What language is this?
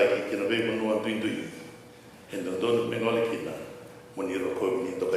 Fijian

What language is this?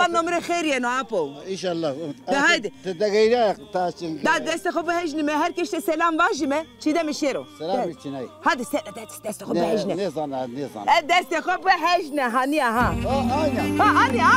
Zaza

